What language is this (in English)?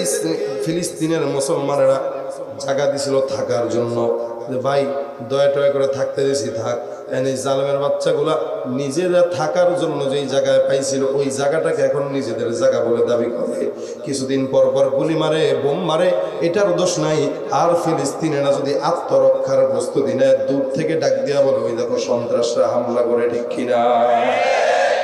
Bangla